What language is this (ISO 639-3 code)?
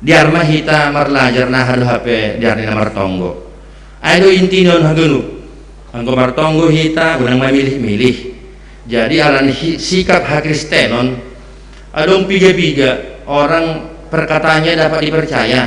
bts